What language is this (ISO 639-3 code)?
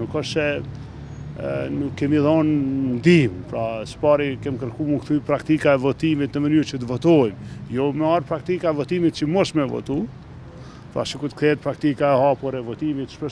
sqi